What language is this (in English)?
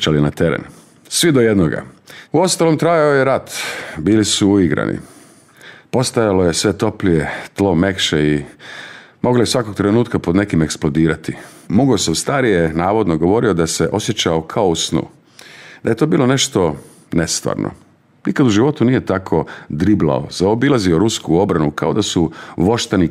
Croatian